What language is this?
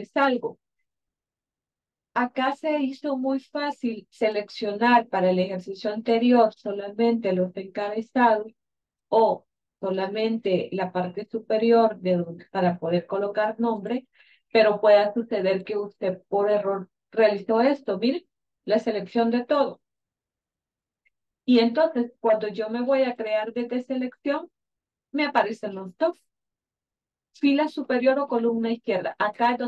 Spanish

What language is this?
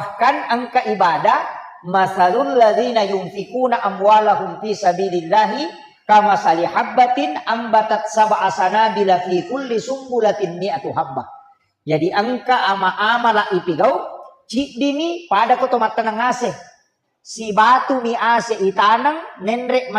Buginese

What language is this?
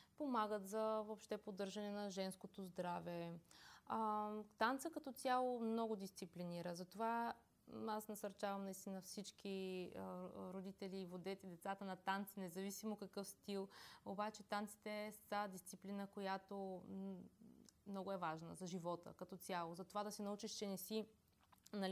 Bulgarian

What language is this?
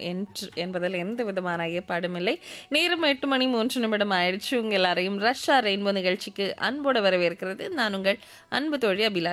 Tamil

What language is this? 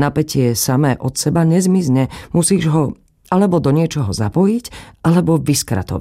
Slovak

